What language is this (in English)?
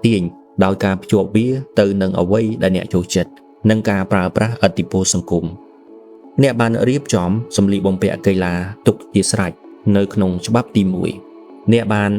Khmer